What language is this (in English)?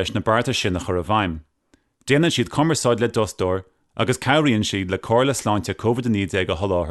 Irish